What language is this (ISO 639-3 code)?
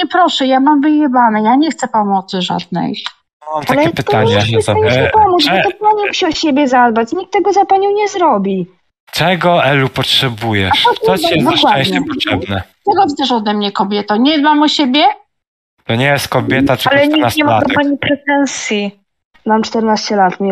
pol